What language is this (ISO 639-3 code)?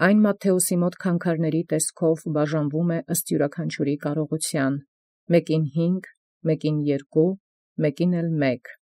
hye